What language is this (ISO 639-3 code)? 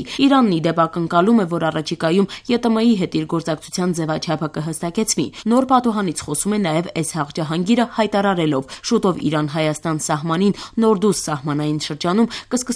hye